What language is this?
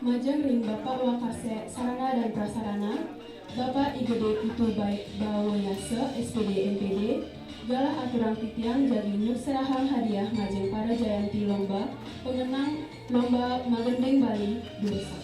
Balinese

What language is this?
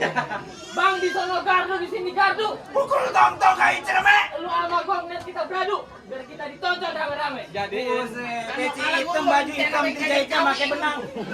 Betawi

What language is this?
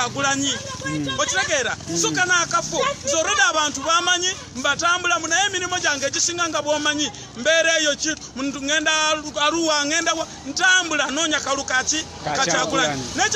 Ganda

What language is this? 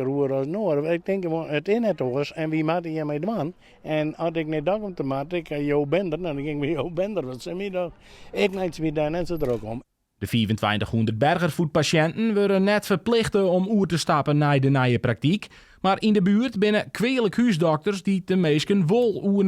Western Frisian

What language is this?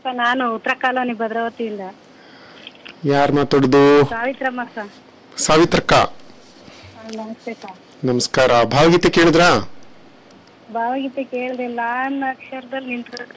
Kannada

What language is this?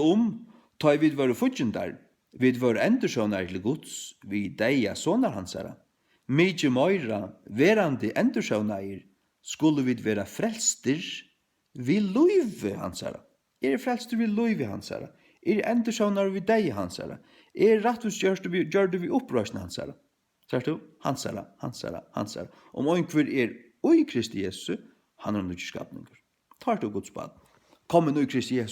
Faroese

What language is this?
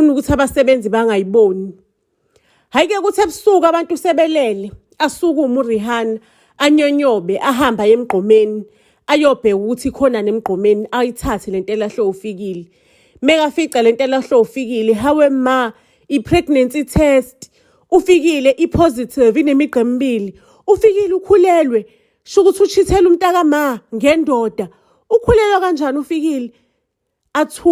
Zulu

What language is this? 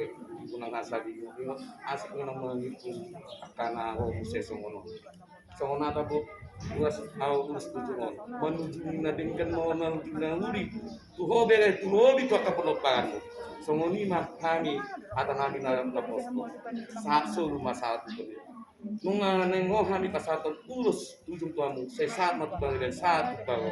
Batak Toba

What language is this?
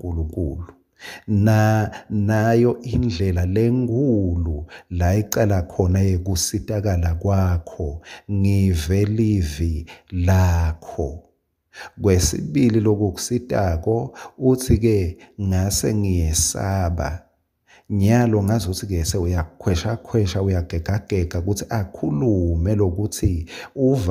Swati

